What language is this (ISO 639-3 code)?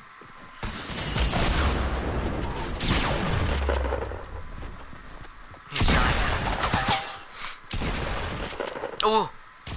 eng